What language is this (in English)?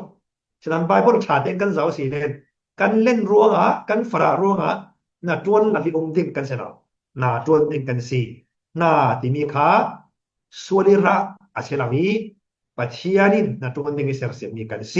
Falam Chin